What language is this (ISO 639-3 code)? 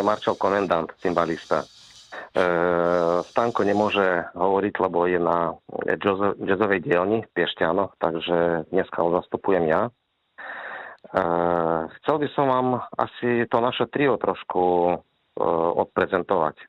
slk